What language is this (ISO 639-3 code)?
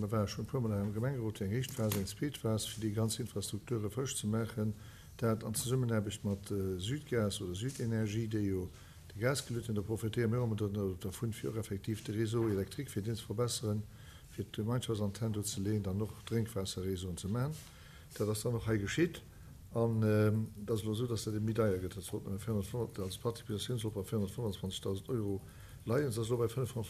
ltz